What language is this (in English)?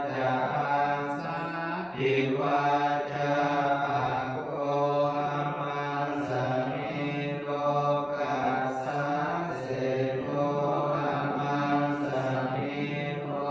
Pali